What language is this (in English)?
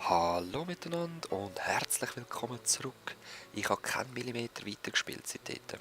Swiss German